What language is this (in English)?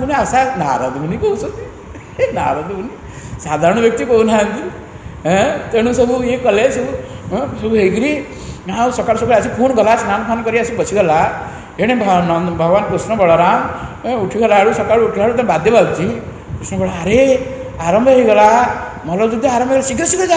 Odia